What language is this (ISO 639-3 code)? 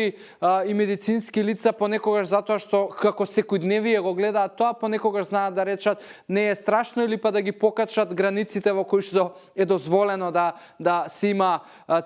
mkd